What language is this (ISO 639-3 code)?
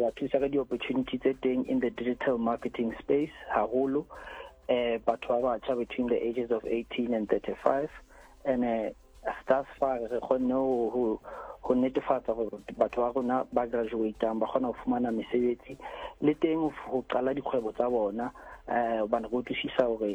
sot